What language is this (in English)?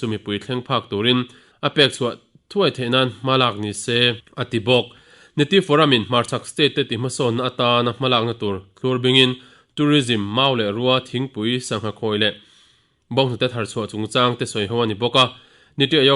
Mizo